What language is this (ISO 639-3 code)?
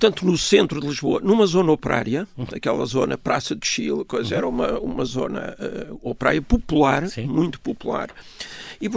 por